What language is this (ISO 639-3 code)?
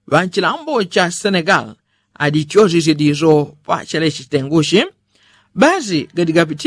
yao